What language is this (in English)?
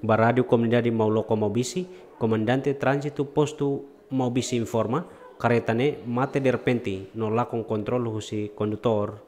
Tetum